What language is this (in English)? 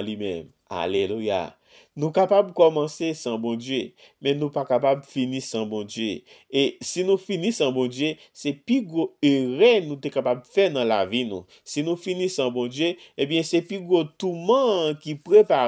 Haitian Creole